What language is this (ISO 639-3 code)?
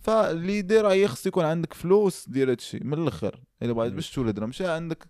ary